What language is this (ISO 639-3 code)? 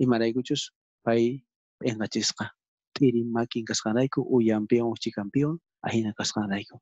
quh